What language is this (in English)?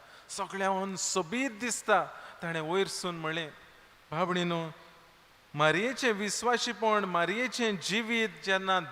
Konkani